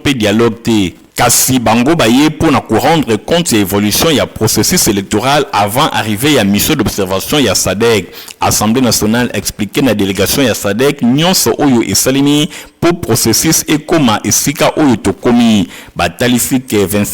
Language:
Lingala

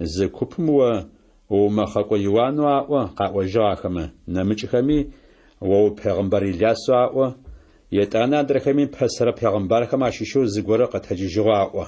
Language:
Adyghe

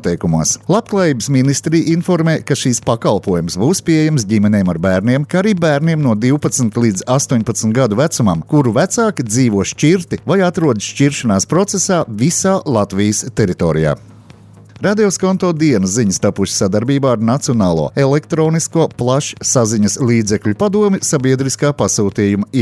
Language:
Latvian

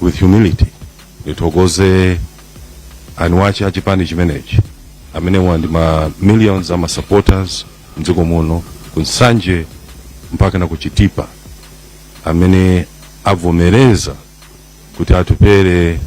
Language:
Nyanja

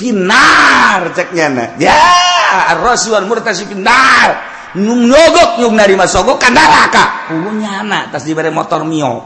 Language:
Sundanese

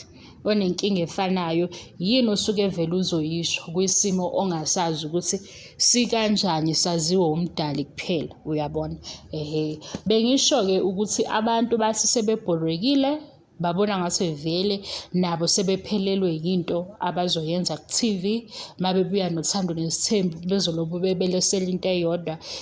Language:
Zulu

